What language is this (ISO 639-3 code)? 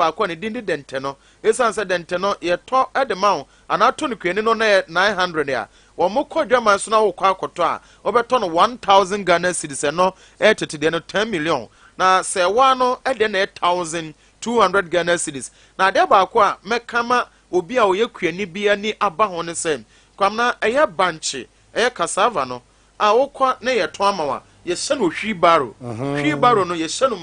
aka